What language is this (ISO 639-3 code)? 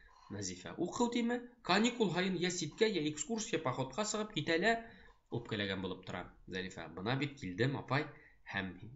bak